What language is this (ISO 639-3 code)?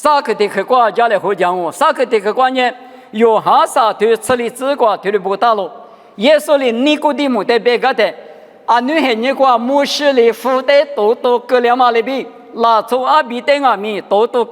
lis